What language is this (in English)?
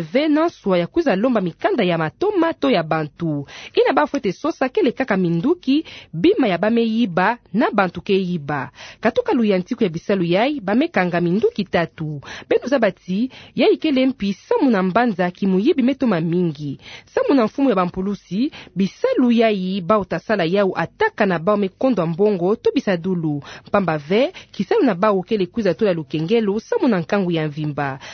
Kituba (Democratic Republic of Congo)